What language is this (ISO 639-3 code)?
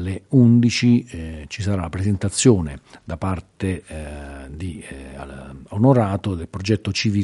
ita